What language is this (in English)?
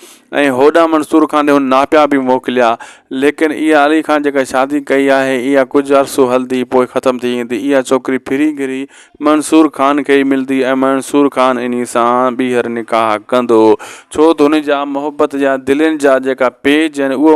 Sindhi